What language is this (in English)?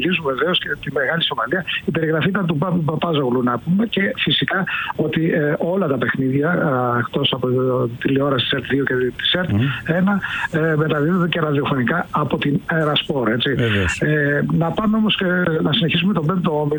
Greek